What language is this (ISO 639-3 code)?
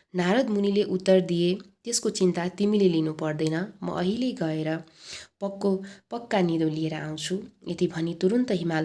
nep